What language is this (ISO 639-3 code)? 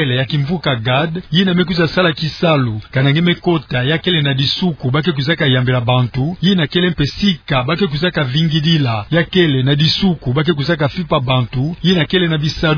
ktu